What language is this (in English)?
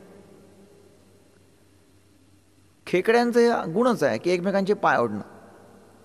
Marathi